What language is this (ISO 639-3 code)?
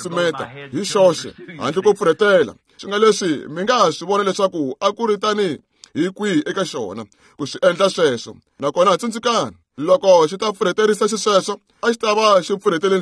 tso